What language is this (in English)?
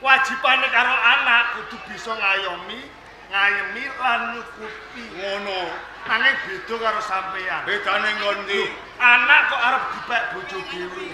Javanese